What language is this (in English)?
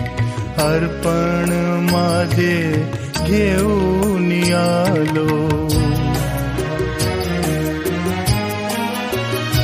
Marathi